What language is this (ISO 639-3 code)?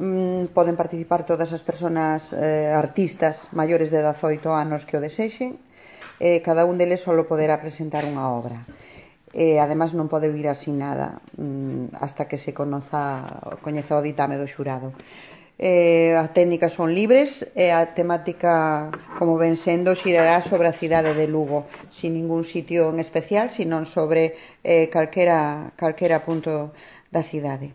glg